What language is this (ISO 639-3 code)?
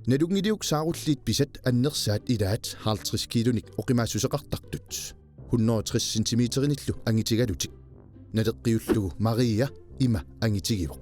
kal